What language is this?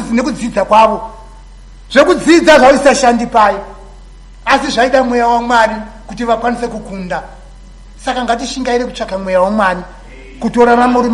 Shona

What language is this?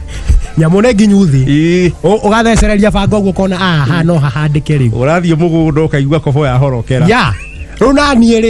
Kikuyu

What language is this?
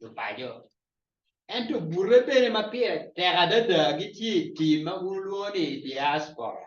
Acoli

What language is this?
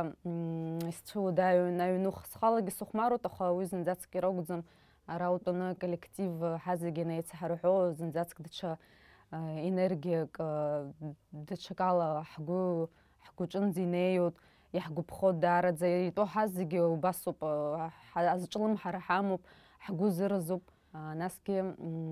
Abkhazian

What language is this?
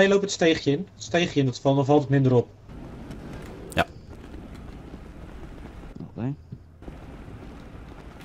Dutch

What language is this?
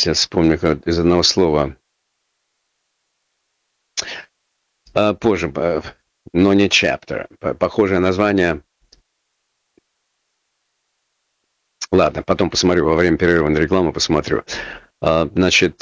Russian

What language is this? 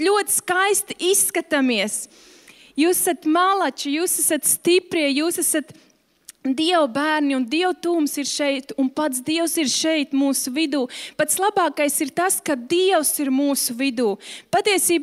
Latvian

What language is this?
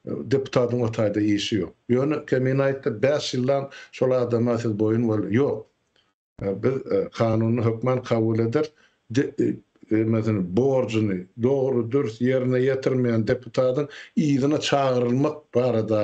Turkmen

